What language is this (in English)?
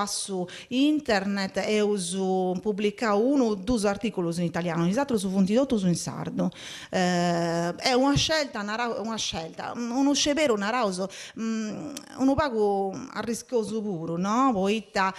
Sardinian